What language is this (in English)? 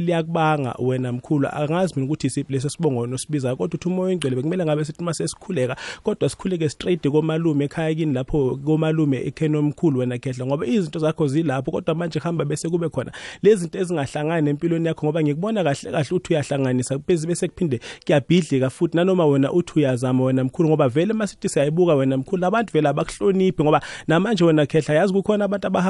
South Ndebele